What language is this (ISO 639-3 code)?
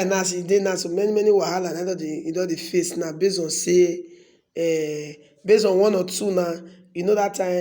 pcm